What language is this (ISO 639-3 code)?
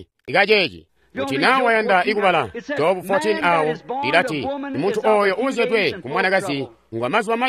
toi